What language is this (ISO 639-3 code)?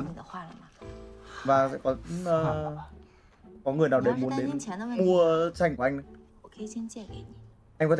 vie